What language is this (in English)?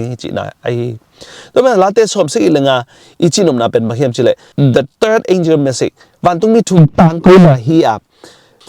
Tedim Chin